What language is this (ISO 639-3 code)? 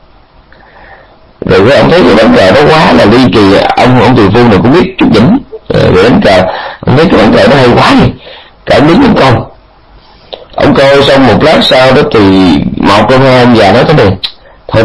vie